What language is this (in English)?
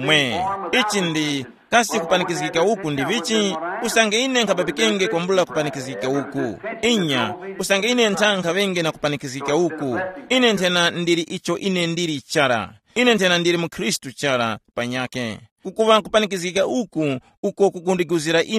Tumbuka